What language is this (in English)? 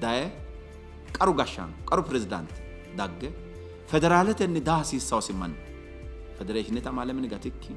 Sidamo